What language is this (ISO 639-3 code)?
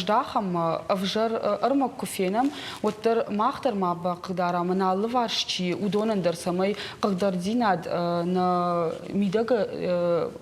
oss